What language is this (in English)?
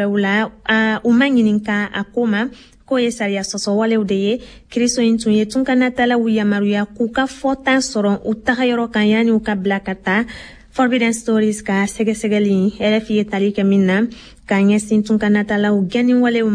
Bambara